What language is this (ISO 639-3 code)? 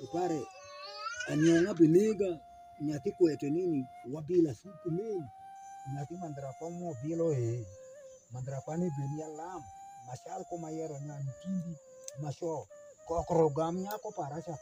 alz